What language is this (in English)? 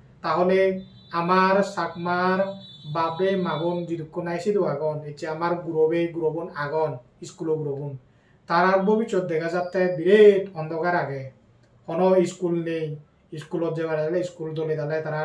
Chakma